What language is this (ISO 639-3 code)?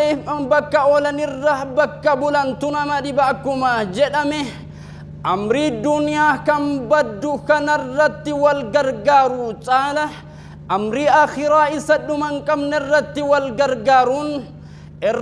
orm